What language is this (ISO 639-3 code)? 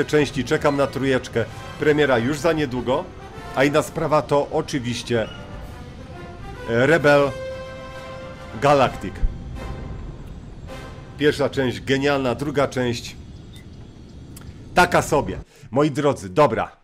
pol